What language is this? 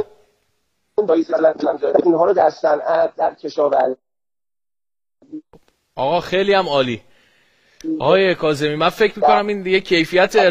Persian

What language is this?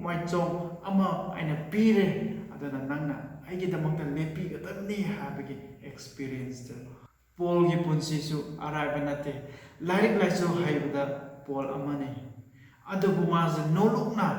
Manipuri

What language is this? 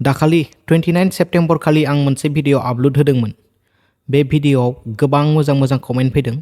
Bodo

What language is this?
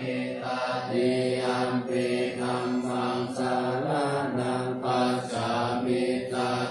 Pali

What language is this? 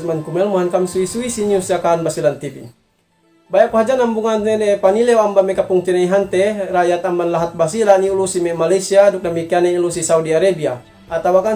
Yakan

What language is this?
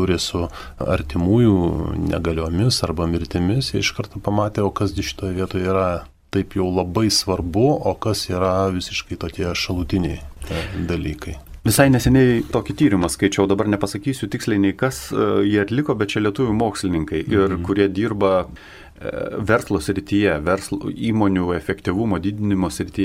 Lithuanian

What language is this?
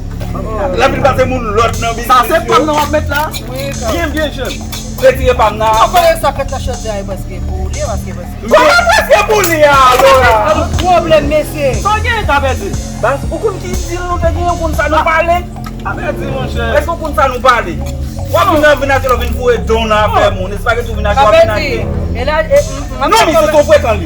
Haitian Creole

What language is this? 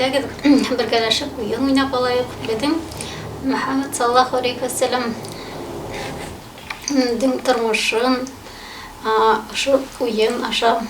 Bashkir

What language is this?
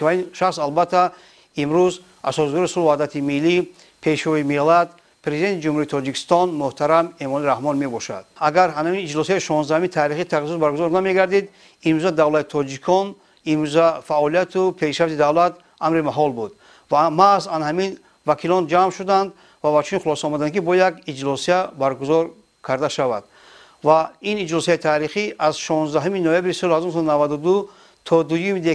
Tajik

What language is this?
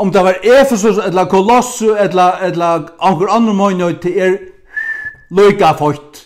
Faroese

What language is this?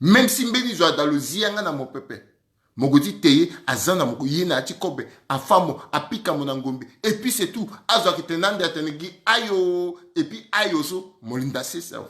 Sango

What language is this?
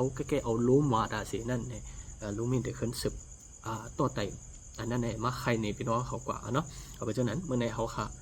Shan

